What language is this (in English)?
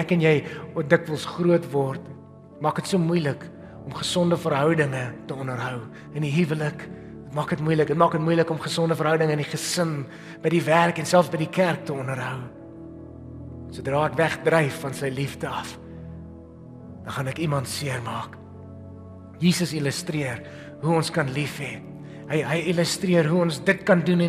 Afrikaans